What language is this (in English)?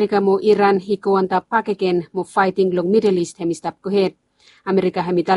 Bislama